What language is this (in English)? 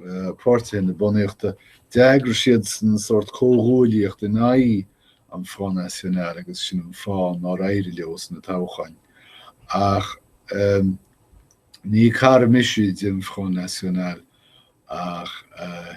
Irish